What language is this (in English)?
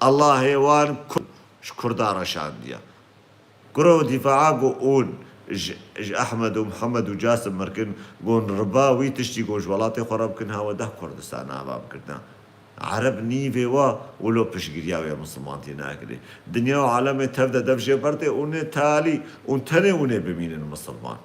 Kurdish